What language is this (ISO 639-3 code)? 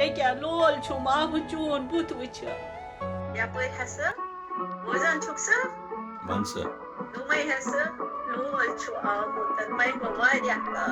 kas